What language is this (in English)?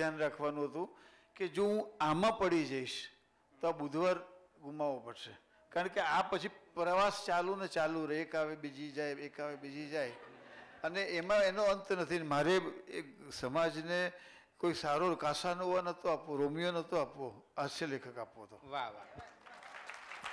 Gujarati